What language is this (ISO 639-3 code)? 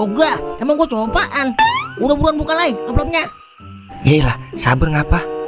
bew